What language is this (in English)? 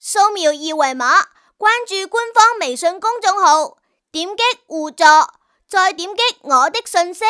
Cantonese